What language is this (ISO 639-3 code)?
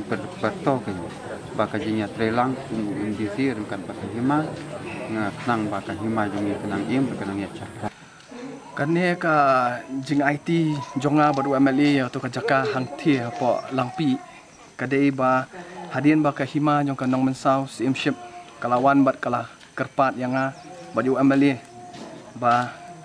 kha